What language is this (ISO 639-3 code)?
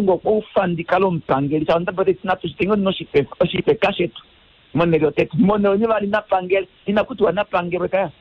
kua